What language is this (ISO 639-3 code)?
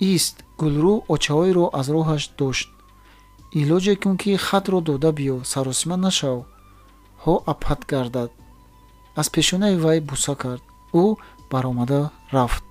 tgk